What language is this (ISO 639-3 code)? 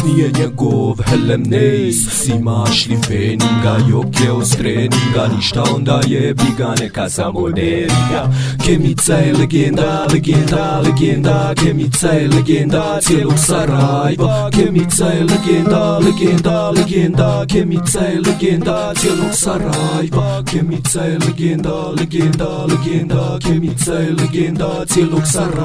bos